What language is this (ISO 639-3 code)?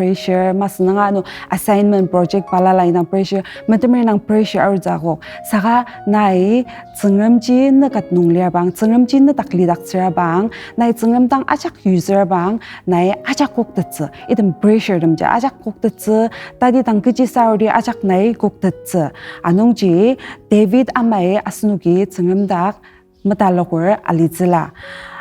njo